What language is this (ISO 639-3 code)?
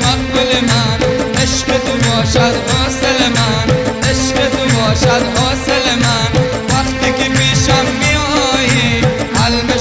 fas